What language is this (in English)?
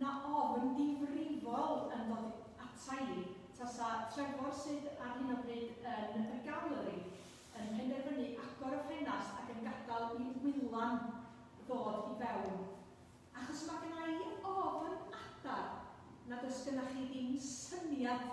Welsh